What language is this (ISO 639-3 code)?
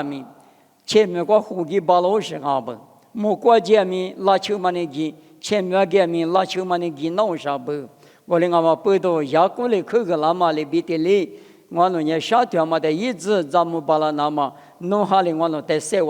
lis